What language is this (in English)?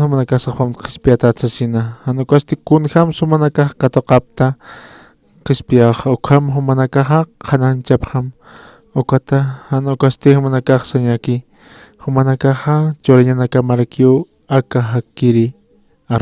Aymara